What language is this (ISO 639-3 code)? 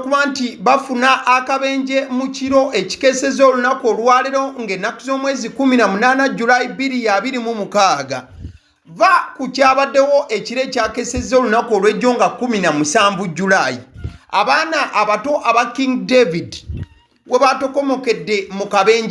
lug